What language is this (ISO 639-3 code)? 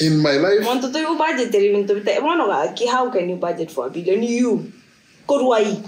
guz